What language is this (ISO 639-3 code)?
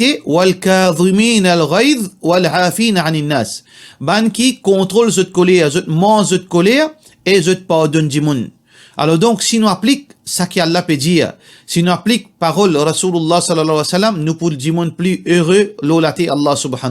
mfe